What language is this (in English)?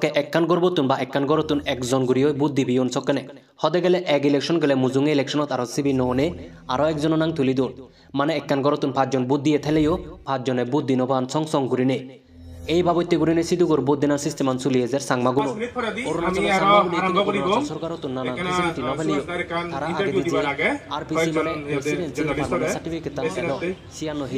Chakma